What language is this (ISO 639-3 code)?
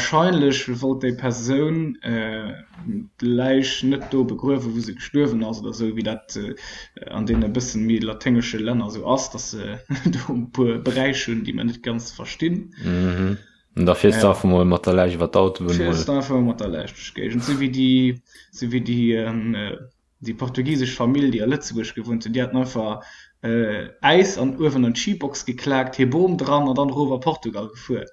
ltz